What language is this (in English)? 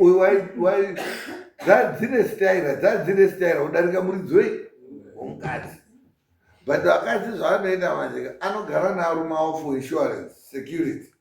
Shona